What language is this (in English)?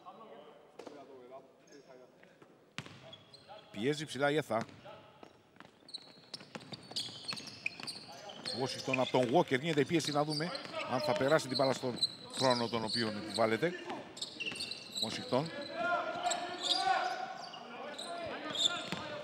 Greek